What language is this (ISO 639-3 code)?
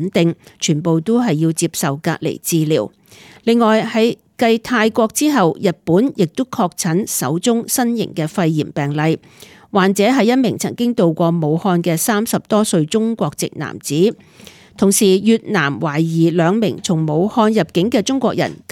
yue